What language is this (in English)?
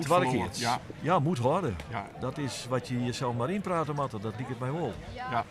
Western Frisian